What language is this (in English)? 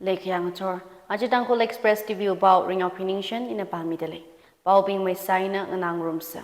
Tangkhul Naga (India)